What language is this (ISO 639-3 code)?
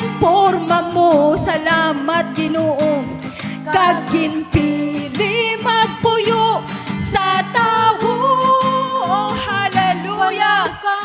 hil